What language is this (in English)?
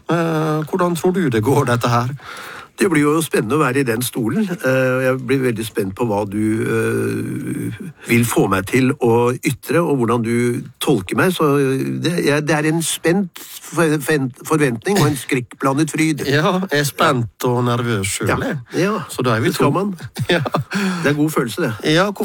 Norwegian